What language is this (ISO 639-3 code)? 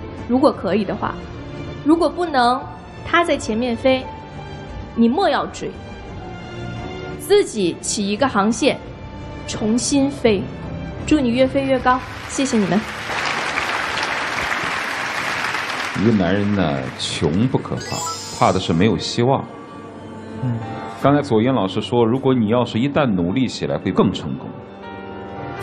zho